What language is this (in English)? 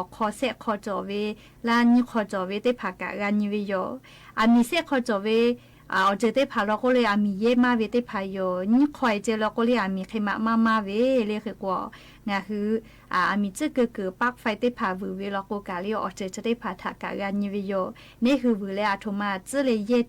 Lahu